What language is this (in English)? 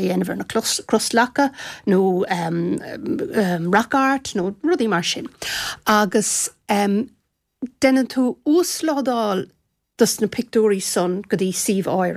Irish